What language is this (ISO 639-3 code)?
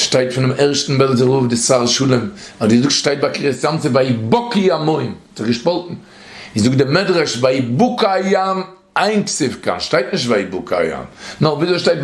yid